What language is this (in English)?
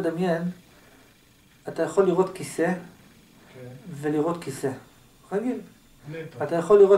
Hebrew